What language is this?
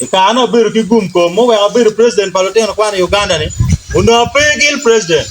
Acoli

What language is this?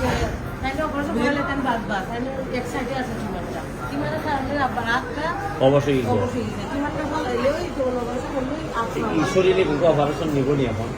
Sylheti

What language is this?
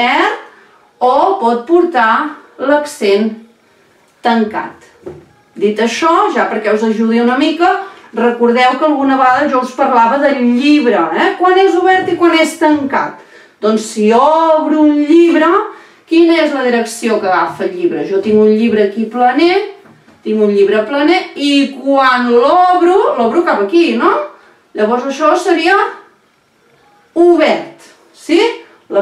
Catalan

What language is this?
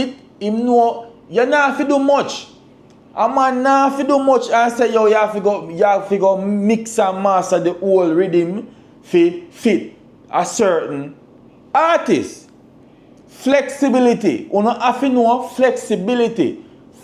Jamaican Creole English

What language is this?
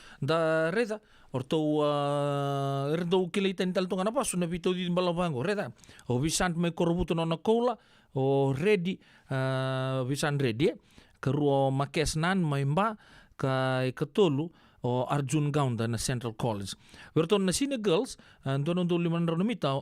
Fijian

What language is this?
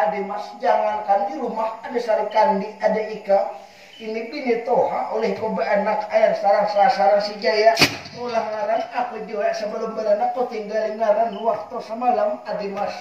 Banjar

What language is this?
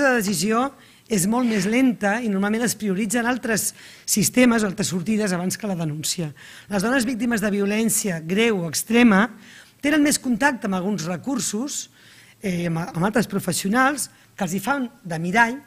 Catalan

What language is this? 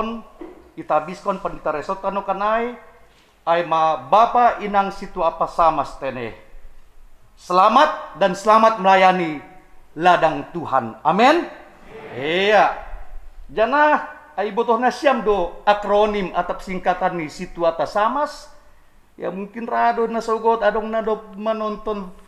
Batak Simalungun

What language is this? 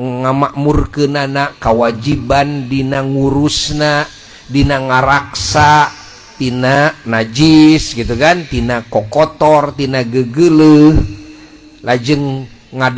Sundanese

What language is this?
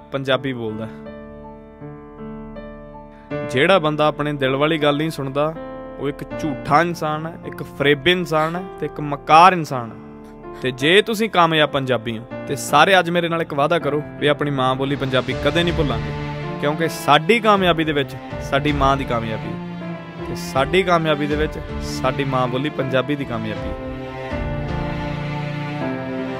Punjabi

